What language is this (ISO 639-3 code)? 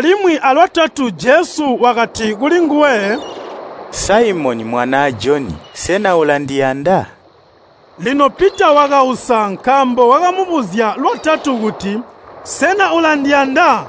toi